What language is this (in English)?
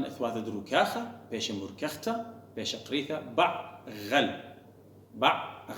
Assyrian Neo-Aramaic